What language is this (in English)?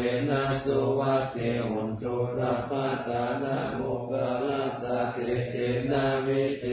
Pali